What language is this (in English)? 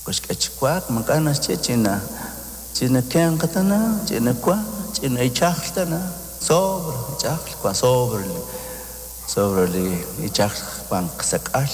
Kekchí